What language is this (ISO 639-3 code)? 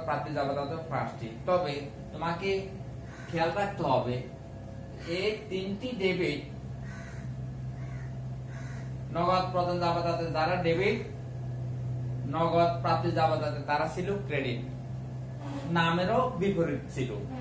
ben